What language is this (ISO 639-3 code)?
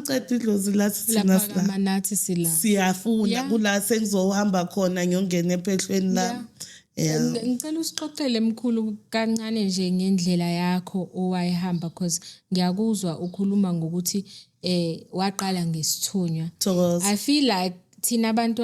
zul